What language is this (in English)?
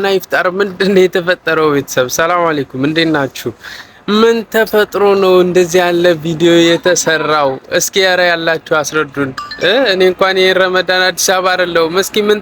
Amharic